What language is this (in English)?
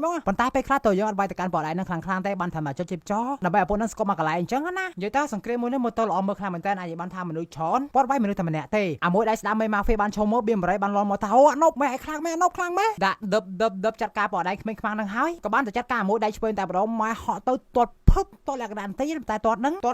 Khmer